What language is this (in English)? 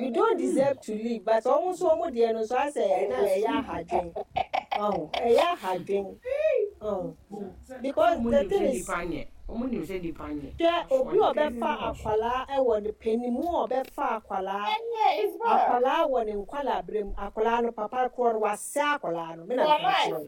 Akan